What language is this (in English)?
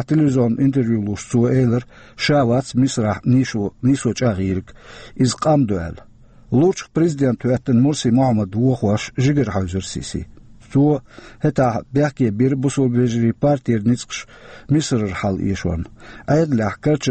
Chechen